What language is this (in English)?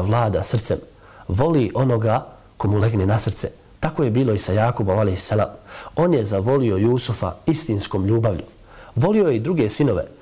Bosnian